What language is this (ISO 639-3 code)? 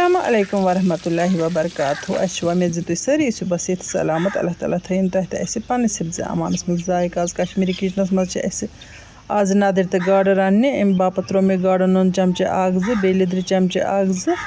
kas